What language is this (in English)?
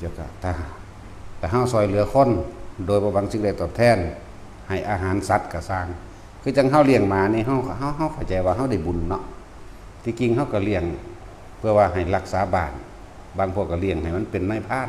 Lao